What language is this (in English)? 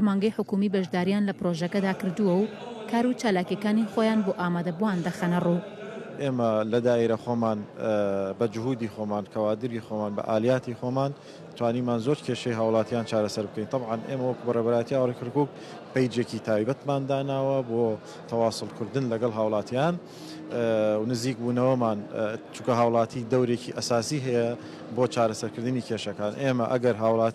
Central Kurdish